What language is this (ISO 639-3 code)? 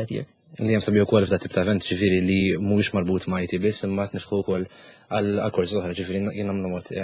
mlt